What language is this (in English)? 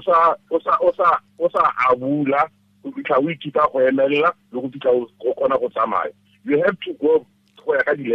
Tswana